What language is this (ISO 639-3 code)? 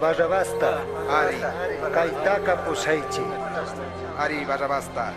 qug